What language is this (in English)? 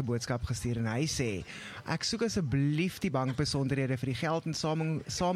Afrikaans